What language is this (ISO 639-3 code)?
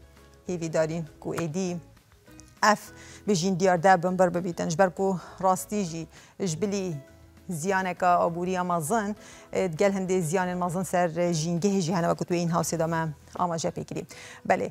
kur